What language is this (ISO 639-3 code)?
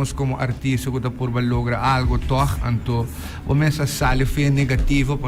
pap